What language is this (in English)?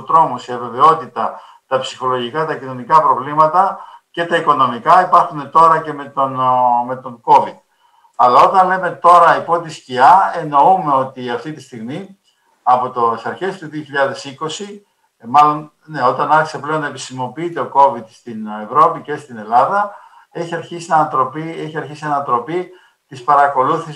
Greek